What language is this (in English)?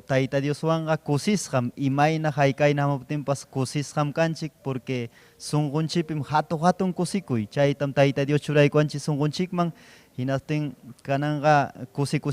Ayacucho Quechua